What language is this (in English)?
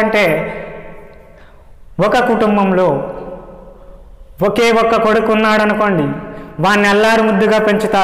Telugu